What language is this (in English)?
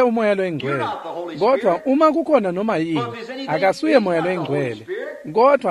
Swati